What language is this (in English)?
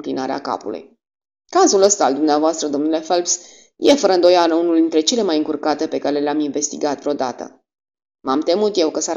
Romanian